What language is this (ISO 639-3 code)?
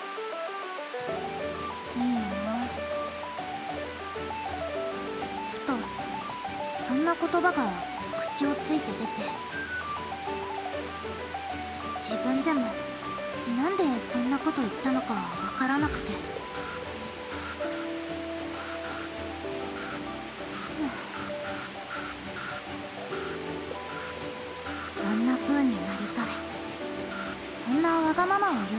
jpn